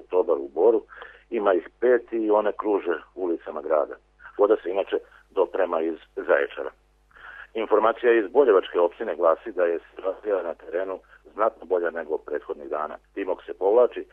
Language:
Serbian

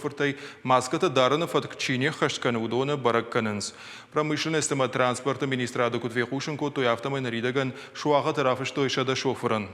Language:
Ossetic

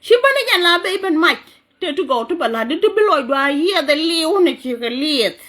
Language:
Nuer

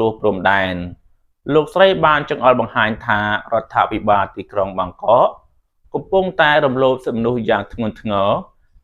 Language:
Khmer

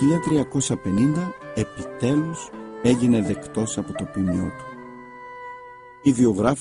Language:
Greek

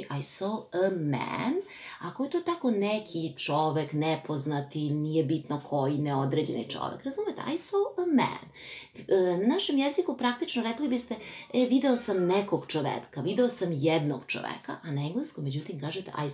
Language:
Serbian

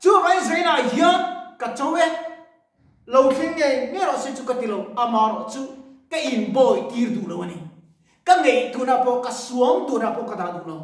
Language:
Mizo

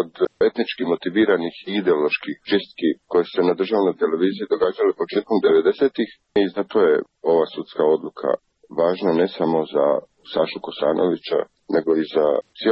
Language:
Croatian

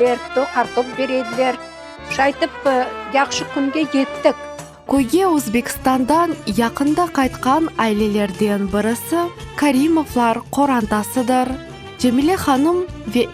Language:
Crimean Tatar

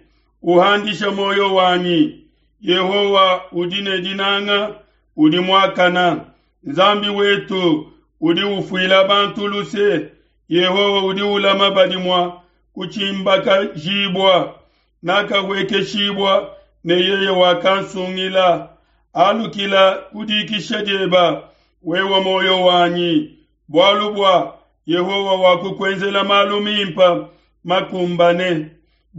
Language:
Luba-Lulua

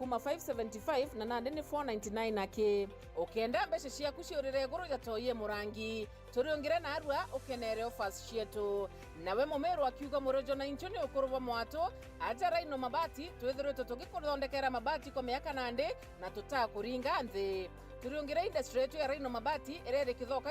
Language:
Meru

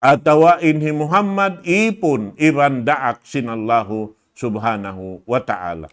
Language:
Tausug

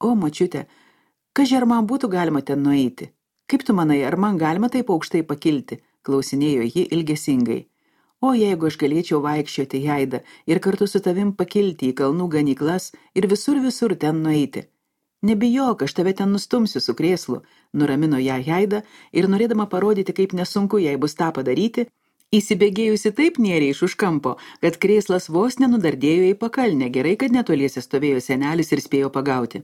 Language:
Lithuanian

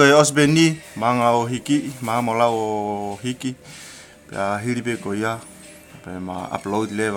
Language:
Tongan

